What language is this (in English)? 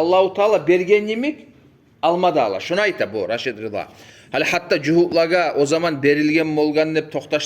Kumyk